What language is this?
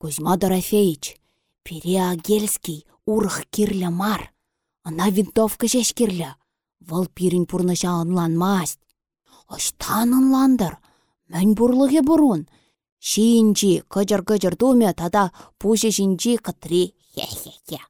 Chuvash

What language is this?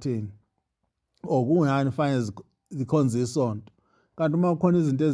Zulu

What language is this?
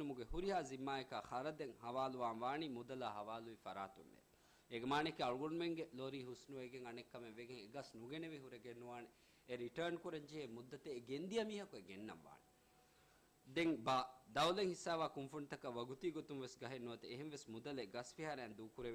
Divehi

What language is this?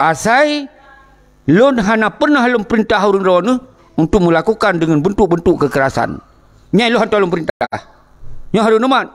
Achinese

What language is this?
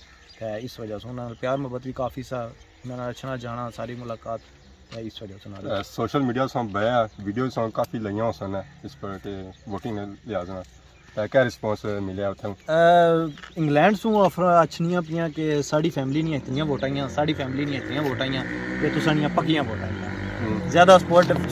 Pahari-Potwari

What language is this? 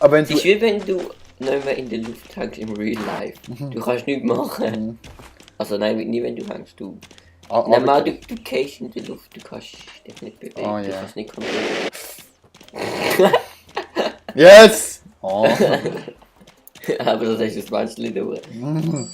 Swiss German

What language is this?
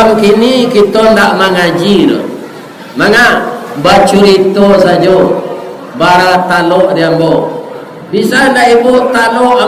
Minangkabau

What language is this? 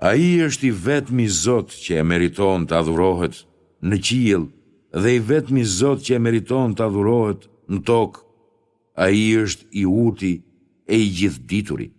Albanian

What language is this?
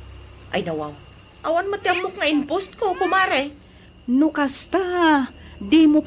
Iloko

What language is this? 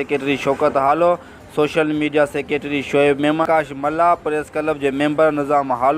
Sindhi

